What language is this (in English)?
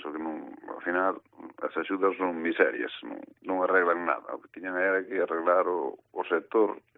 Galician